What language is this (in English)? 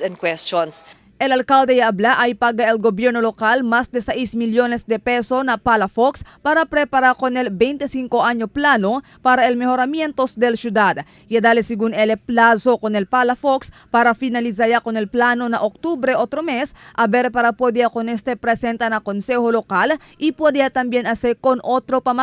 Chavacano